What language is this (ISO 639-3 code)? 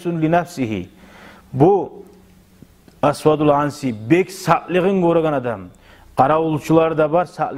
kum